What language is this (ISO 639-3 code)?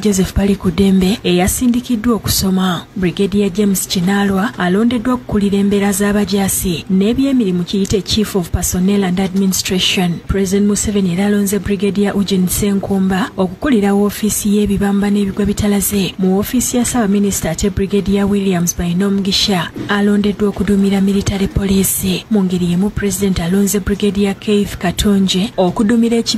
lug